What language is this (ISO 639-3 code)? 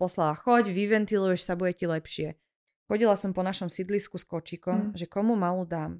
slk